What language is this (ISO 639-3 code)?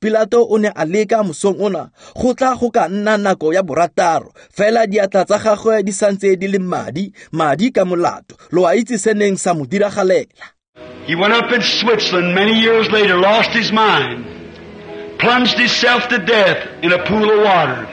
tsn